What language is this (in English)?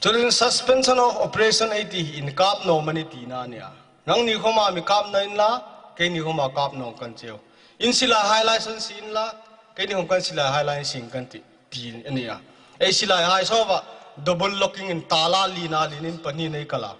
Hmar